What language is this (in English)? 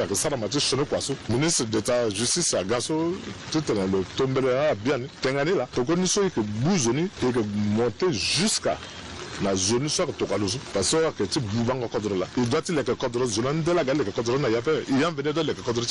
Sango